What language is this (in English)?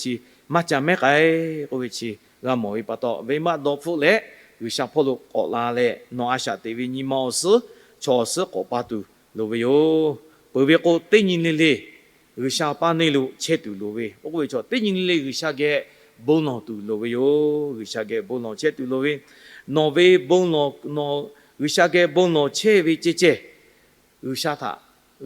Lahu